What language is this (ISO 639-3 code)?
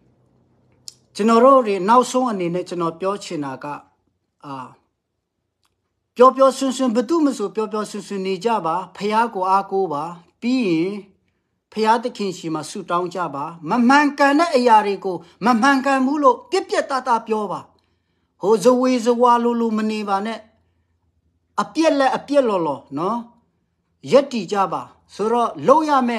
mya